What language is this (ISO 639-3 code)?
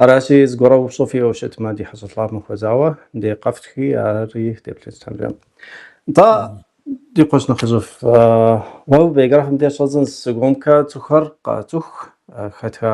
kbd